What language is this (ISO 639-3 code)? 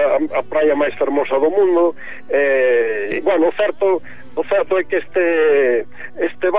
glg